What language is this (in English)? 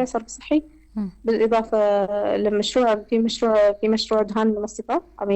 North Levantine Arabic